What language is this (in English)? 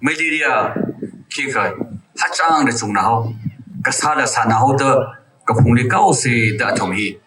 Tangkhul Naga (India)